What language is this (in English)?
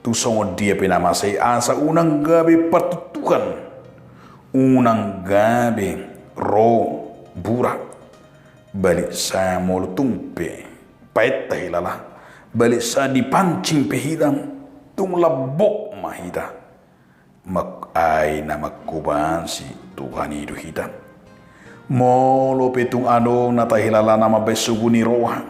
Batak Toba